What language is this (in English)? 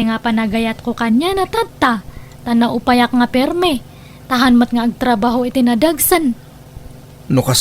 Iloko